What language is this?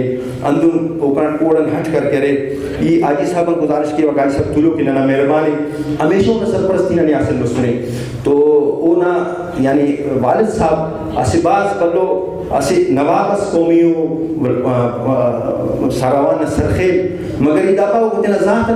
Brahui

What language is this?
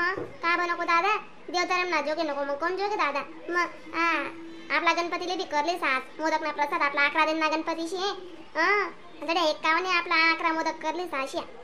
Khandesi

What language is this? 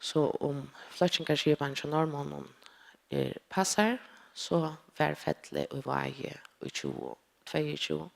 Faroese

